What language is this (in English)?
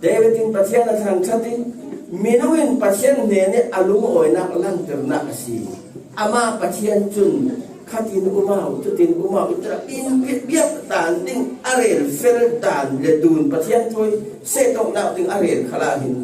Falam Chin